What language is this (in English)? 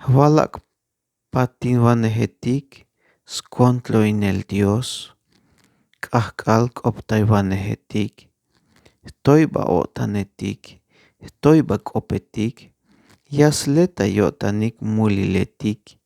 Tzeltal